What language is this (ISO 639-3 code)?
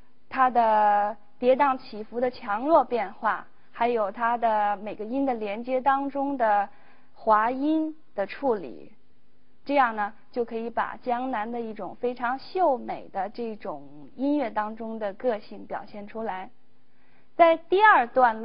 zho